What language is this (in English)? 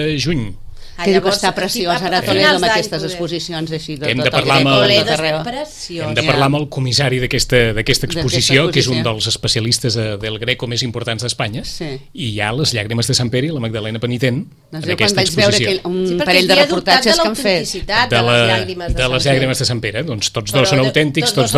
Catalan